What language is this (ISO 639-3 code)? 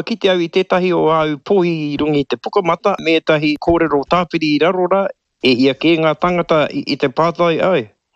mri